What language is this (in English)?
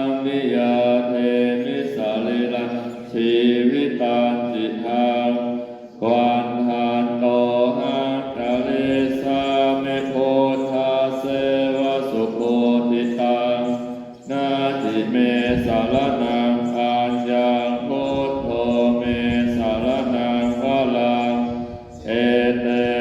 Pali